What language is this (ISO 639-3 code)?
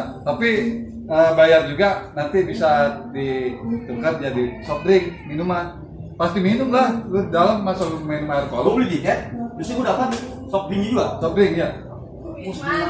bew